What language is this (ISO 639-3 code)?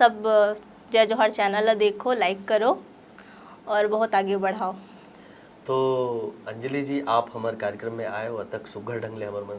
hne